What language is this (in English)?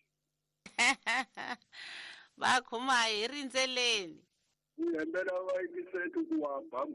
Tsonga